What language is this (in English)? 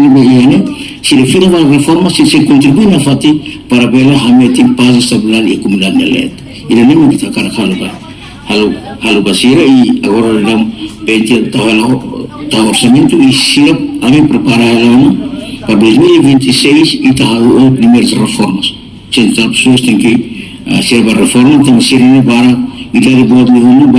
Tetum